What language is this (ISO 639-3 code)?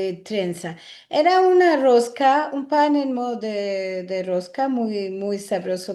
lad